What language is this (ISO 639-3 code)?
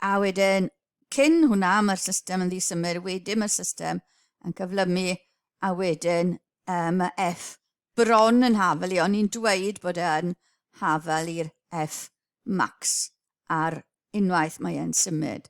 cym